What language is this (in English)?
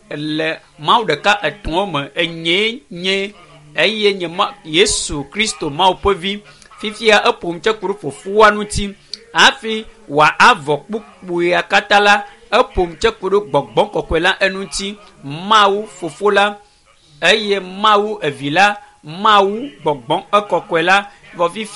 Ewe